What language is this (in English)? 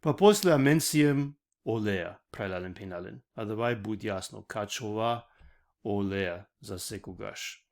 Balkan Romani